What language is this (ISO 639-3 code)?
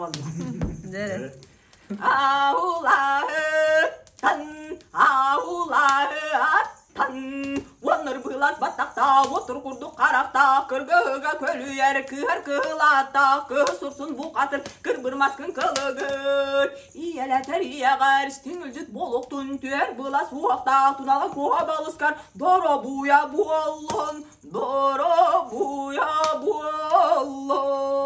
sah